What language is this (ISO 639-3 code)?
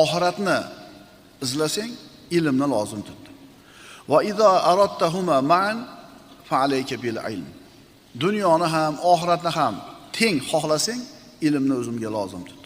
uzb